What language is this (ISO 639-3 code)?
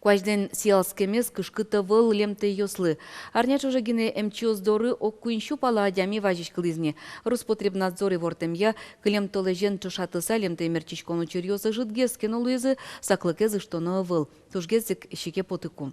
udm